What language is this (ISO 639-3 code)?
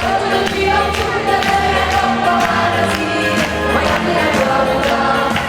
nap